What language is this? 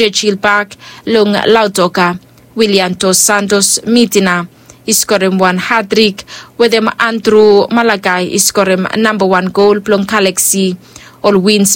Bislama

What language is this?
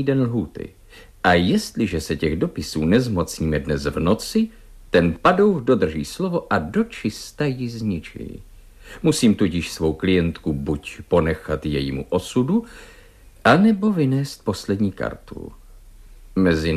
Czech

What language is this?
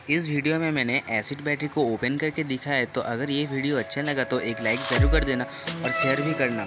Hindi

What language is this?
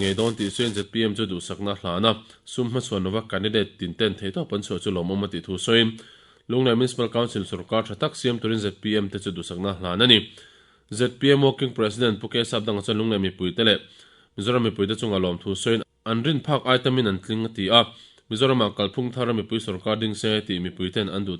Mizo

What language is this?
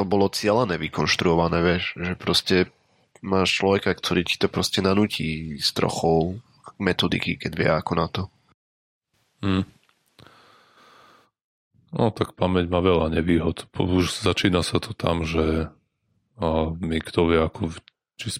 Slovak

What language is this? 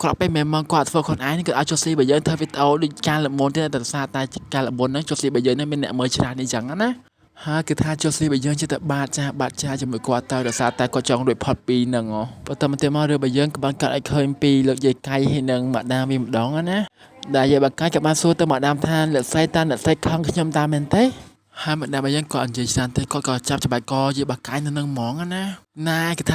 Khmer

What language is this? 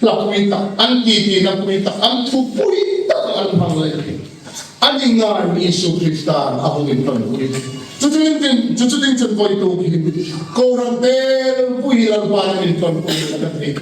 Hmar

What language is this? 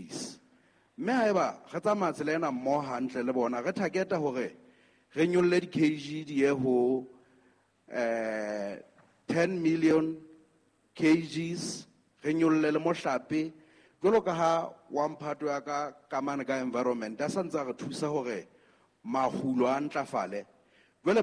Southern Sotho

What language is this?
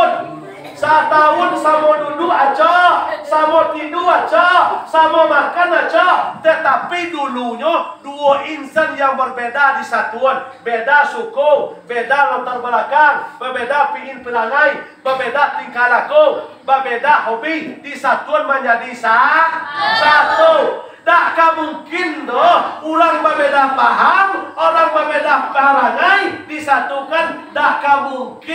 Minangkabau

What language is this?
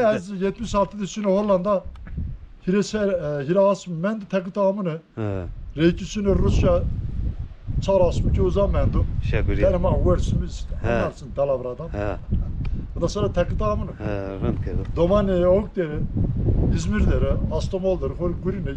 Zaza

